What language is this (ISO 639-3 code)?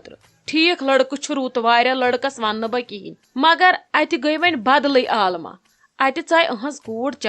kas